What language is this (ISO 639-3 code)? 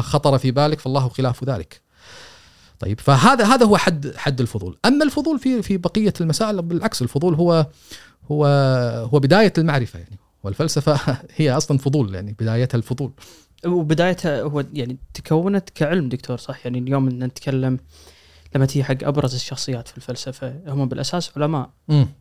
afb